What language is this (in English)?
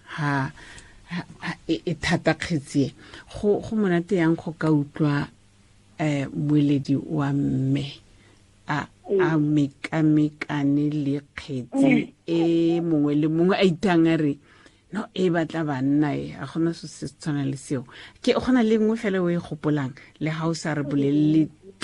Tswana